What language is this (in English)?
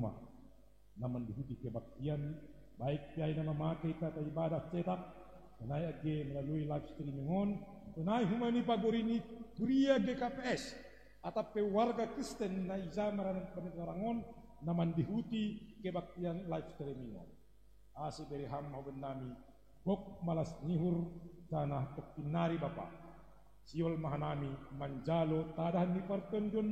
Batak Simalungun